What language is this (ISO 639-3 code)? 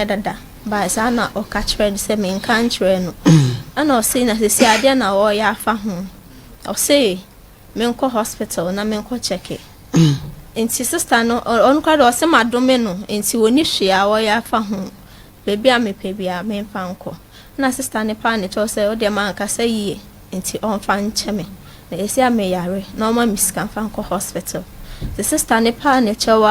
aka